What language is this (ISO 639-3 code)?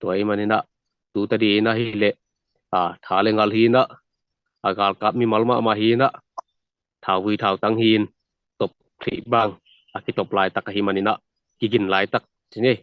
ctd